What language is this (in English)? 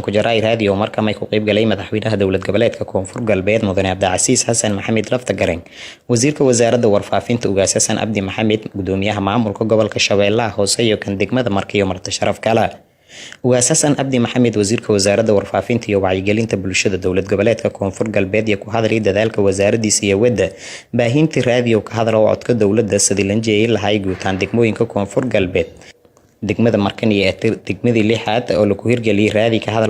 Somali